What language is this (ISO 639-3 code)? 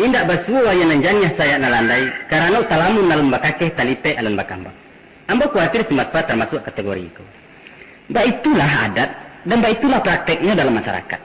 min